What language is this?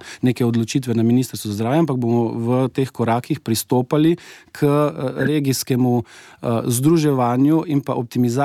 Slovenian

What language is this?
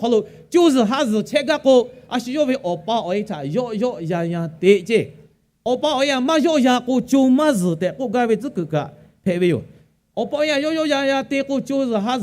Lahu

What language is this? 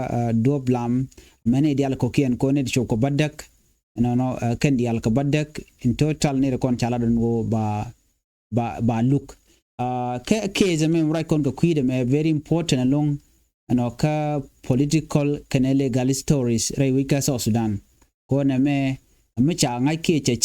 Nuer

